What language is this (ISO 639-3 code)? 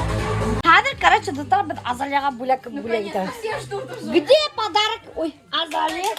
bak